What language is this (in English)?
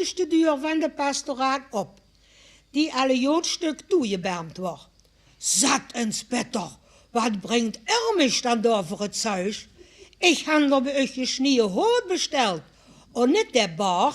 Limburgish